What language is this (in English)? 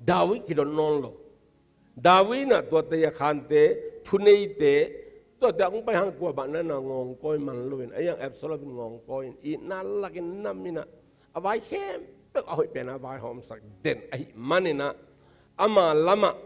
Tedim Chin